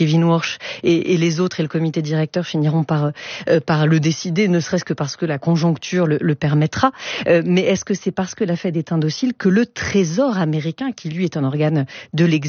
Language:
French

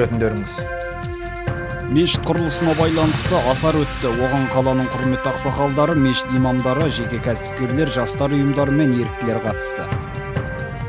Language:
Kazakh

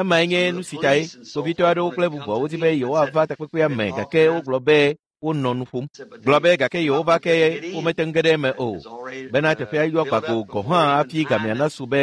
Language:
Ewe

